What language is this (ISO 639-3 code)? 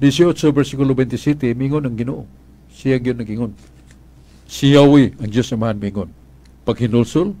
ceb